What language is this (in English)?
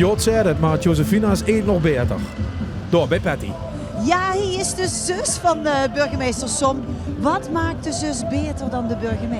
Limburgish